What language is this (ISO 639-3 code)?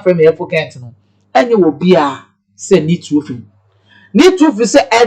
aka